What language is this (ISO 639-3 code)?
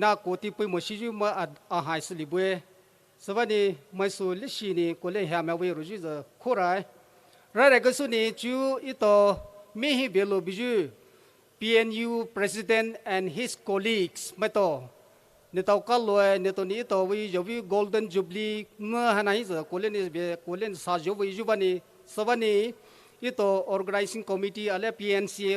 pmx